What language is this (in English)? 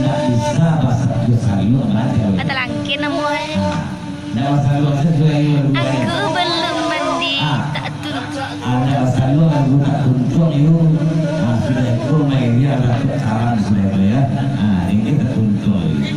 Minangkabau